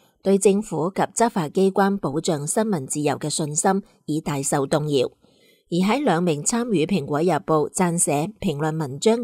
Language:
Cantonese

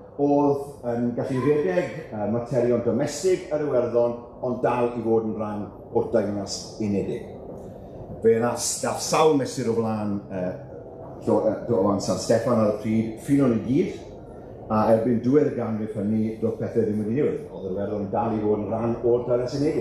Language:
Welsh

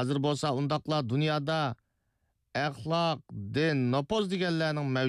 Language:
Uyghur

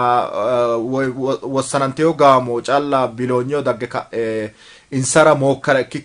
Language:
Sidamo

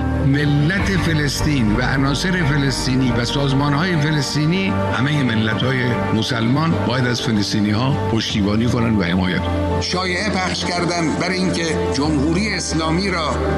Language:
Persian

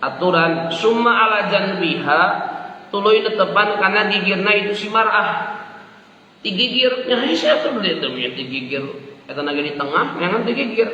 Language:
Sundanese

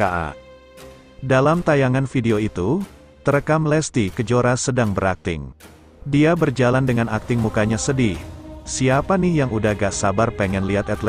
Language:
Indonesian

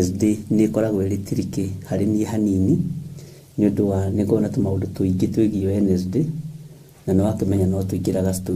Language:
Kikuyu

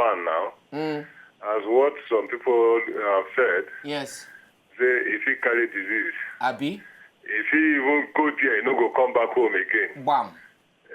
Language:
Nigerian Pidgin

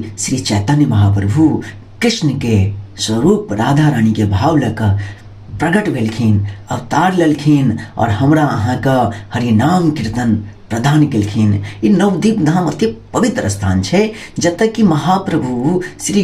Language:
Maithili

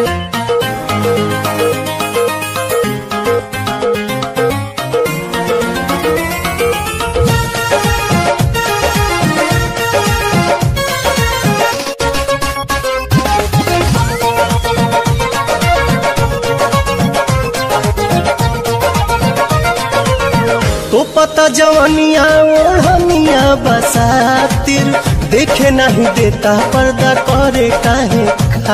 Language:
Bhojpuri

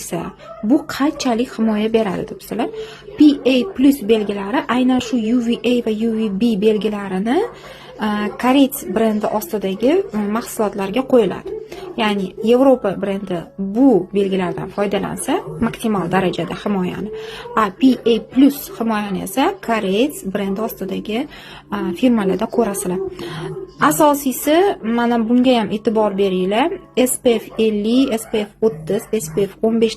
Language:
Uzbek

